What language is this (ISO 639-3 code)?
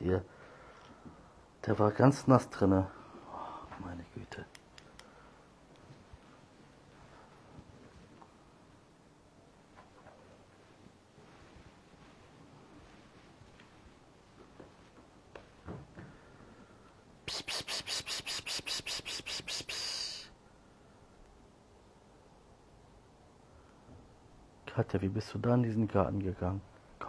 deu